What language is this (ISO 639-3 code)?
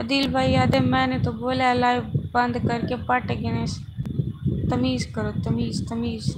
skr